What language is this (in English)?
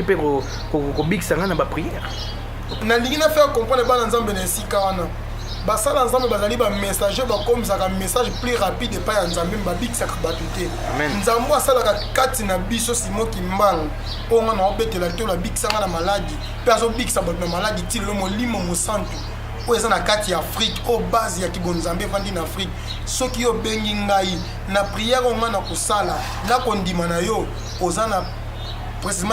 Lingala